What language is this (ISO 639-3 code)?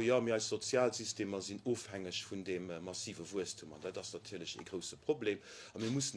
ltz